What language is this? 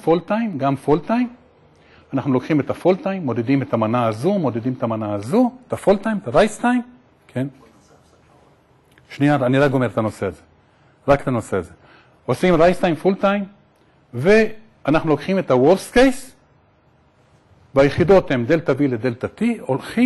Hebrew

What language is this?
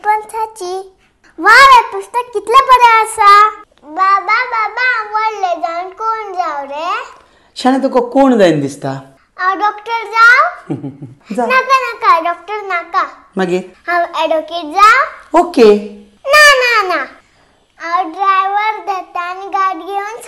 Konkani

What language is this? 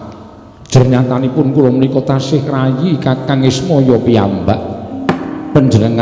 Javanese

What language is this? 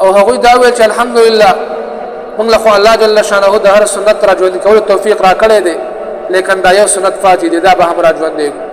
Pashto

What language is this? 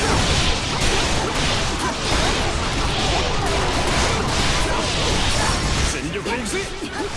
Japanese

